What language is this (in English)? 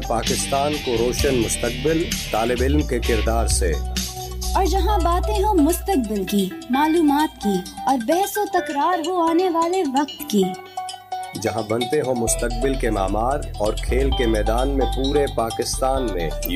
Urdu